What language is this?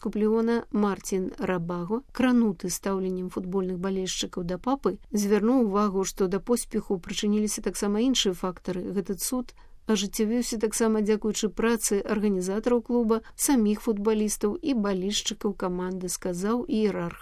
Belarusian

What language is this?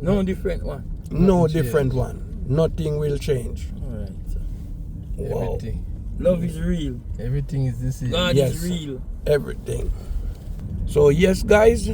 Jamaican Creole English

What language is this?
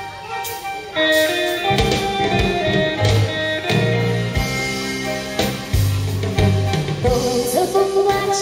Chinese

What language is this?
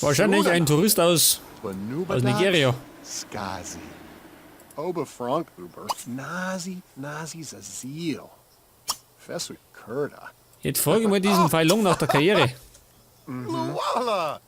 Bavarian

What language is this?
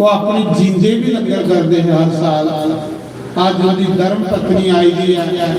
Dogri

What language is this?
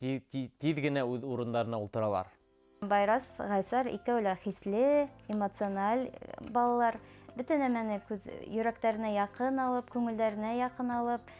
Bashkir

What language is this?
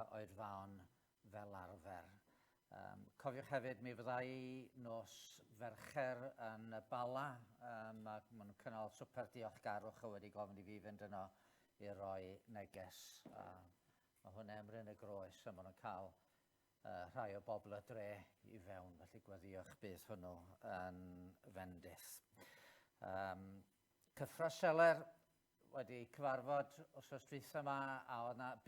Welsh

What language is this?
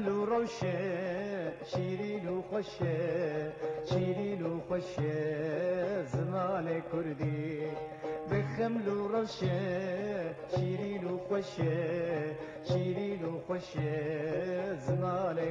Kurdish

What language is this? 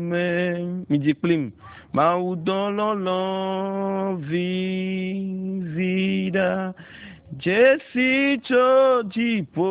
Ewe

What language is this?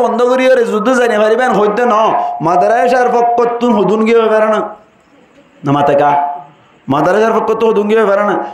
Rohingya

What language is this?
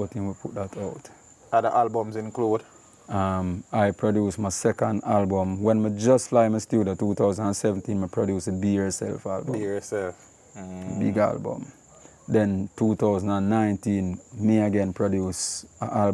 Jamaican Creole English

